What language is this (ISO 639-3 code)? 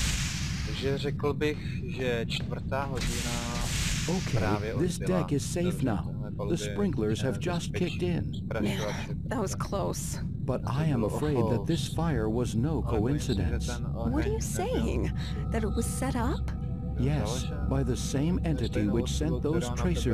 ces